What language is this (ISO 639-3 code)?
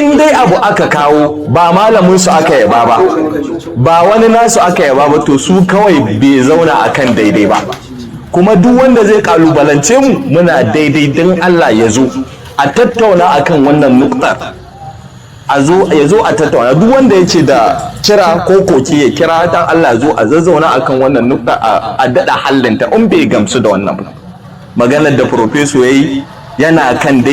hau